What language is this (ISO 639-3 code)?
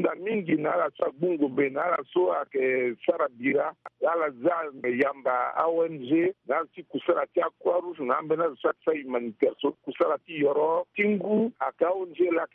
sag